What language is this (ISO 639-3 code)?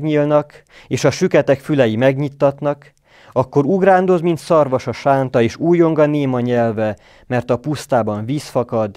hun